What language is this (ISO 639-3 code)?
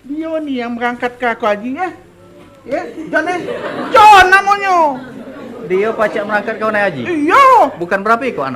mui